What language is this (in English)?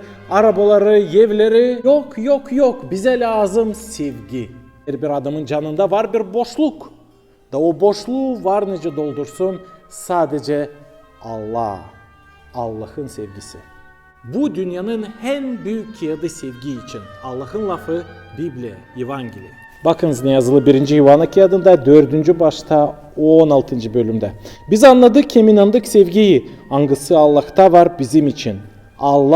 Gagauz